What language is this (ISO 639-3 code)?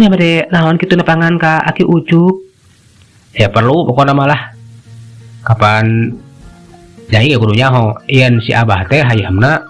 sun